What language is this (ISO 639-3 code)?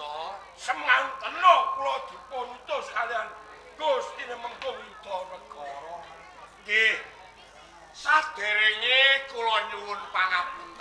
jav